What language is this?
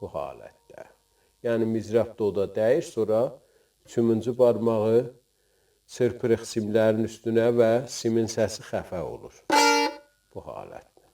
South Azerbaijani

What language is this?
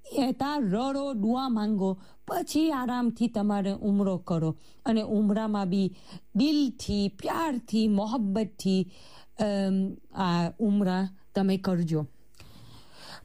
Gujarati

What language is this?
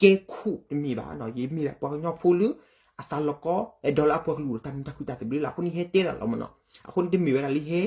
S'gaw Karen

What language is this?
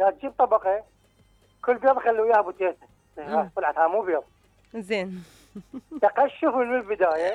Mesopotamian Arabic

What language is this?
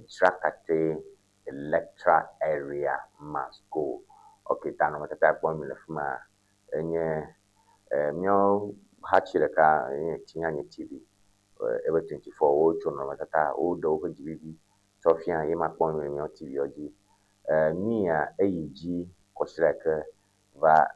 Ewe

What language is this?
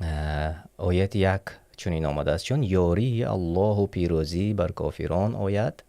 Tajik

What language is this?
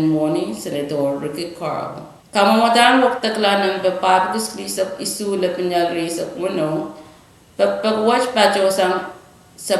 Pohnpeian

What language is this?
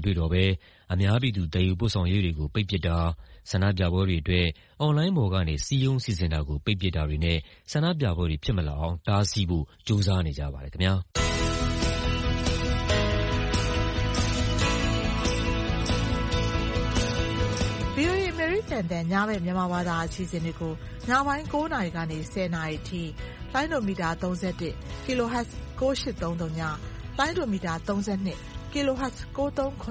Burmese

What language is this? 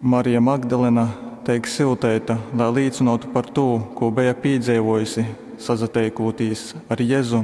Latgalian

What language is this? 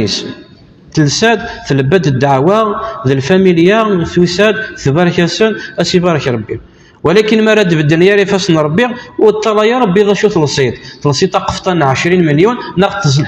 Kabyle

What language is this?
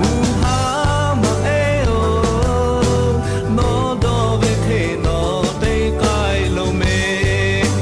Lahu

